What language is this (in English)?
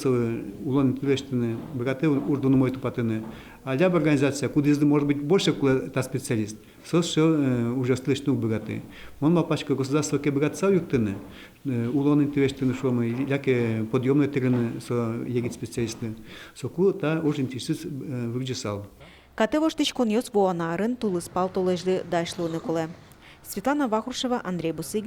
Udmurt